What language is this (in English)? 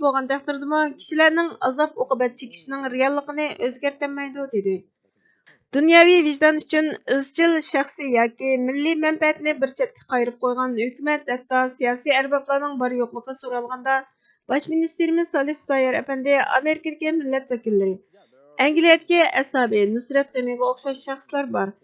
Uyghur